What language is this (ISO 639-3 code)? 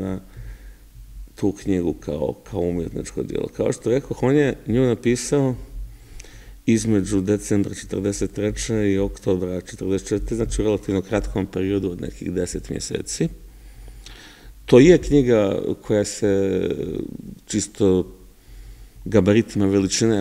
srp